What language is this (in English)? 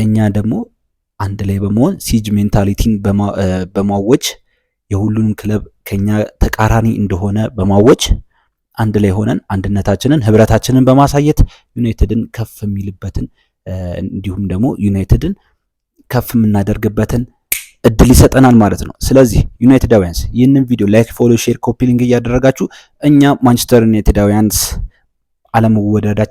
Amharic